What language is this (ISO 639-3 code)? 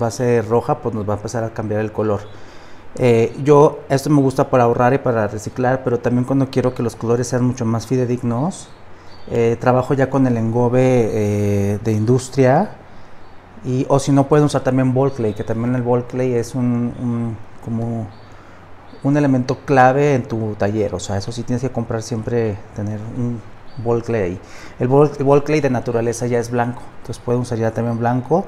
spa